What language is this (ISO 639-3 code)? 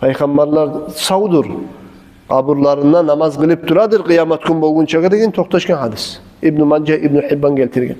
kum